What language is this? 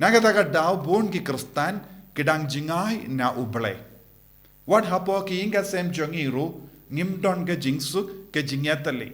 Khasi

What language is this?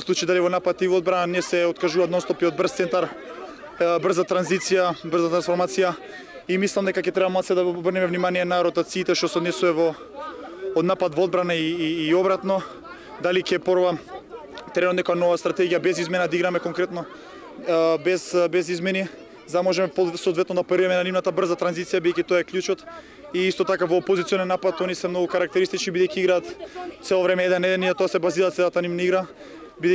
Macedonian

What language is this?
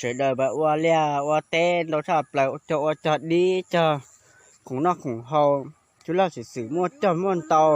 Hmong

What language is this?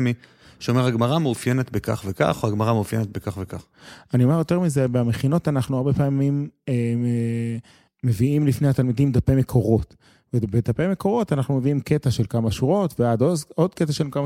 Hebrew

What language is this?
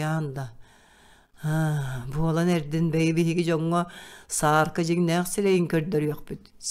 Yakut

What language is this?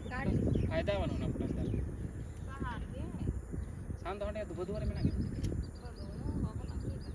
Santali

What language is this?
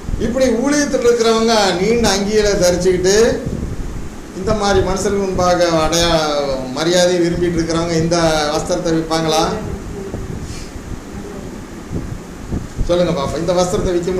Tamil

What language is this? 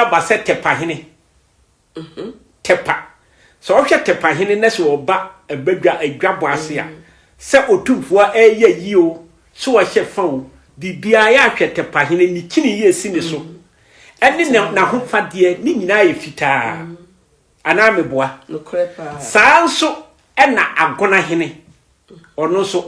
Akan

